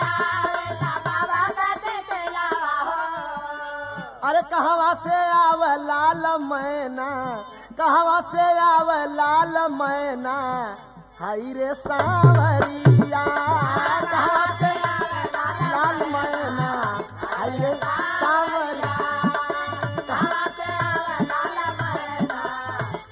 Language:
Bhojpuri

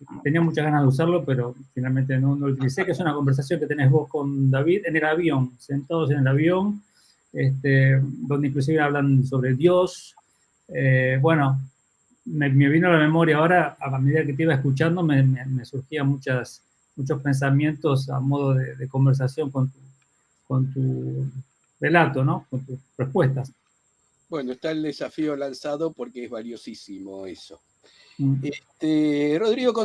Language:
Ladino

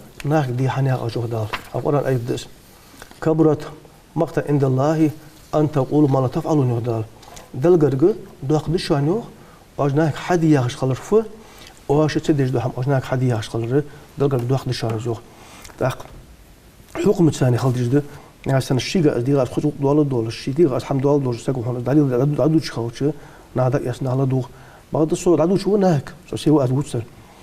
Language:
Ingush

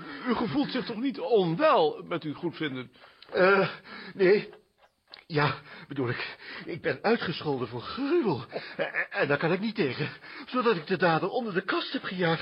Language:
Dutch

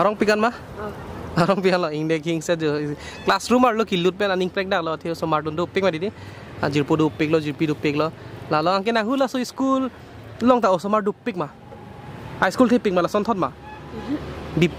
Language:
Karbi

